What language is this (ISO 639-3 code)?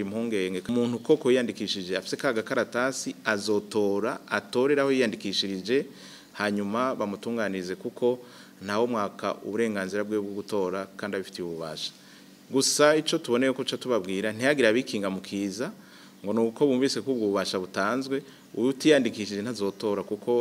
run